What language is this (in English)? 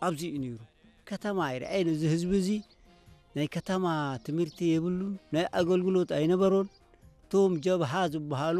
Tigrinya